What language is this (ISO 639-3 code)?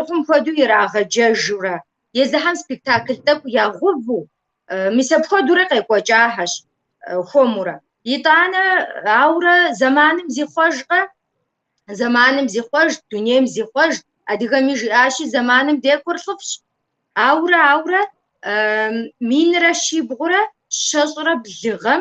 kbd